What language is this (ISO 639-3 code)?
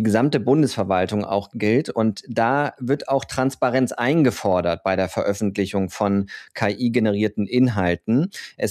deu